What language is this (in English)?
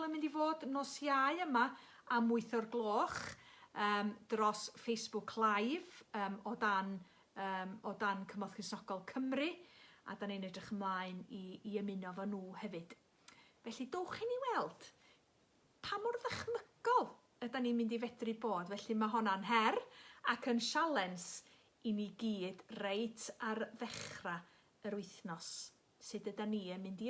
Welsh